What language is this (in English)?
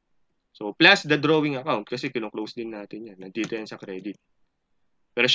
Filipino